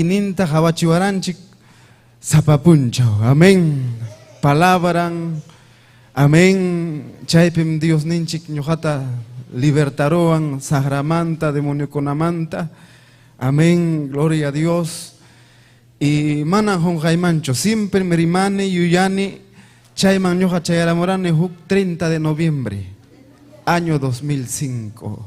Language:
Ayacucho Quechua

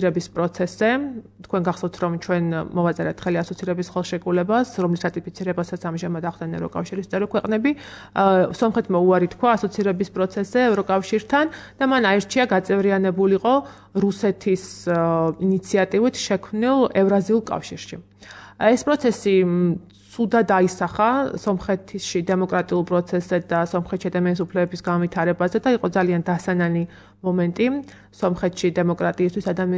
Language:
Georgian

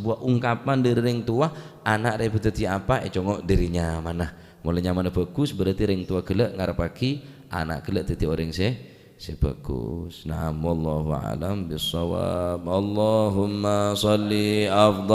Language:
Madurese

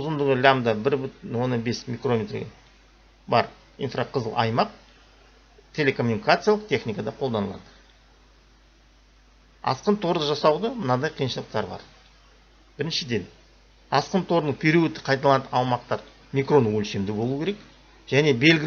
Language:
Kazakh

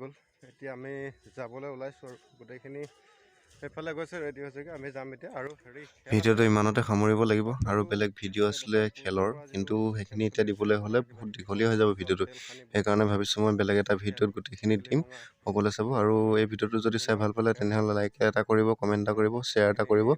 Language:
Assamese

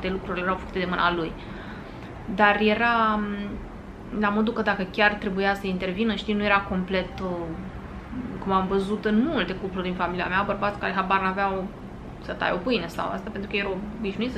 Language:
Romanian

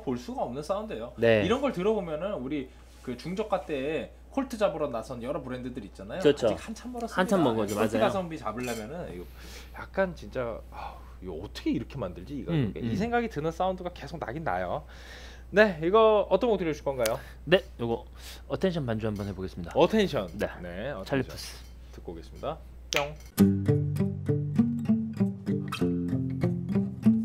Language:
Korean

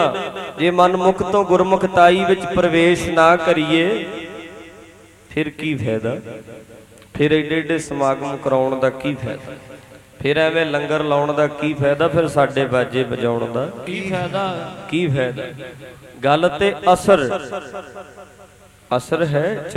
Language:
Punjabi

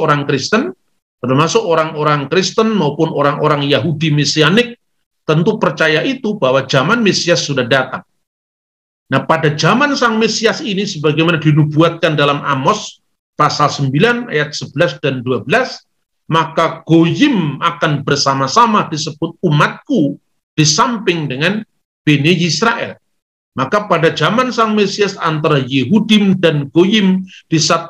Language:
Indonesian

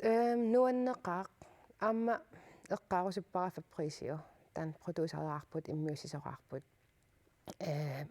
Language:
Kalaallisut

